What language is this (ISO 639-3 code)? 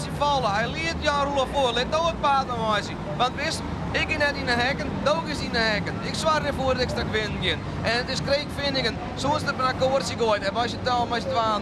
fry